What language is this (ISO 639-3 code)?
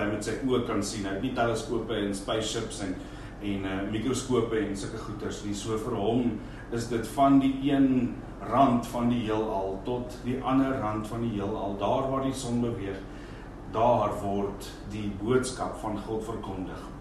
afr